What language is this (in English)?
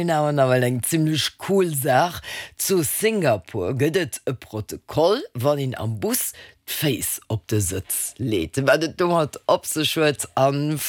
Luxembourgish